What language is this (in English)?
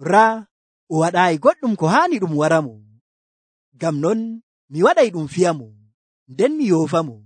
Nigerian Fulfulde